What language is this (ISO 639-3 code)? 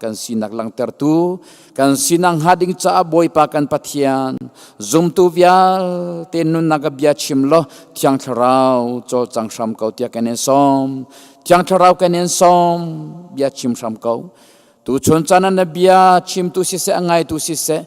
cnh